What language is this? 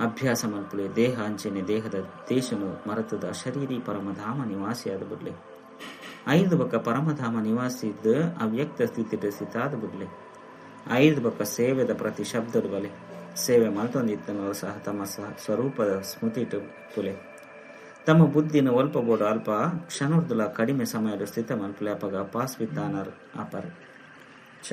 Tulu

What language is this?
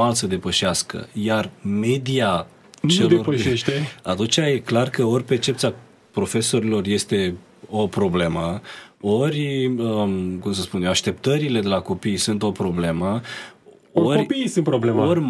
Romanian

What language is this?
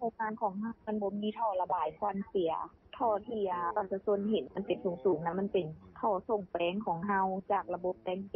Lao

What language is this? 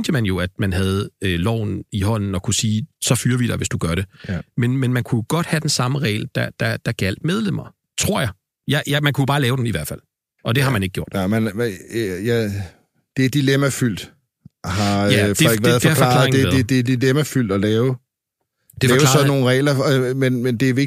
Danish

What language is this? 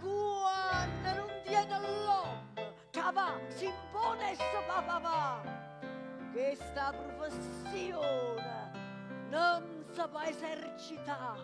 Neapolitan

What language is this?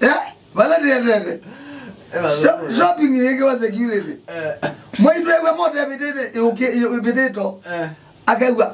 Kamba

